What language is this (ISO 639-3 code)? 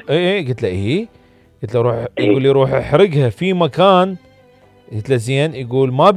acm